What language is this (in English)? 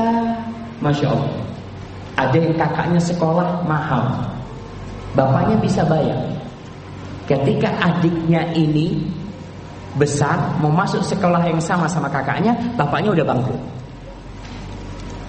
Indonesian